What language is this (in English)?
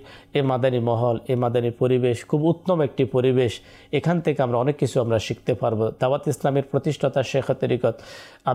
Bangla